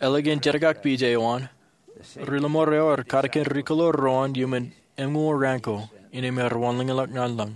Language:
Marshallese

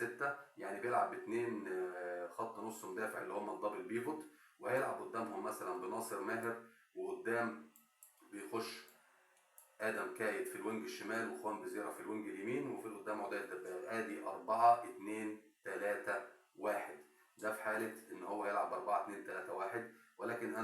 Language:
Egyptian Arabic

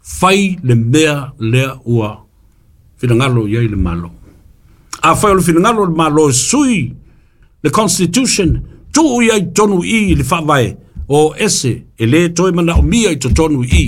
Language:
Samoan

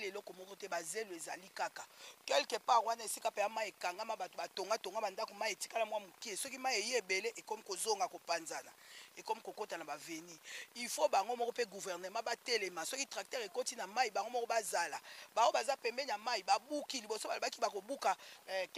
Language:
Lingala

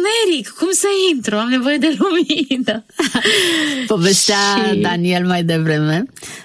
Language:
Romanian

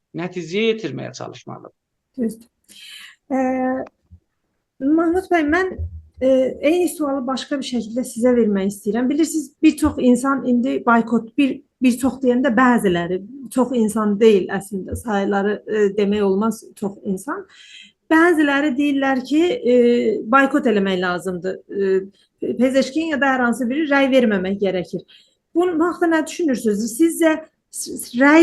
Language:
South Azerbaijani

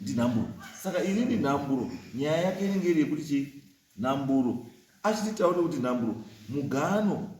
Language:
Shona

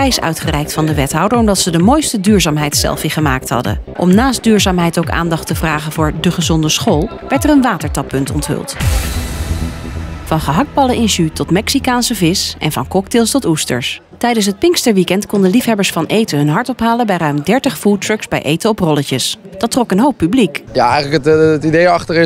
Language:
Dutch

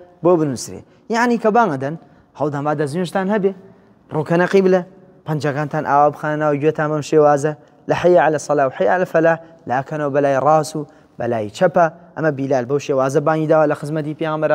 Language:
Central Kurdish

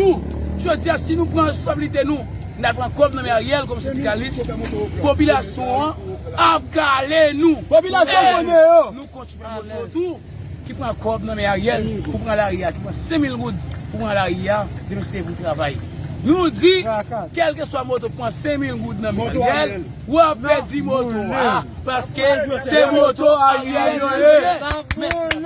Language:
Haitian Creole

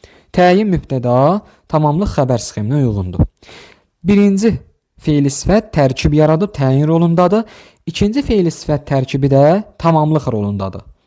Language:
Azerbaijani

